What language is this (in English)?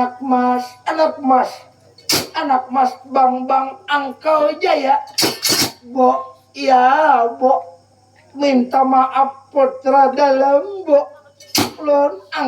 Banjar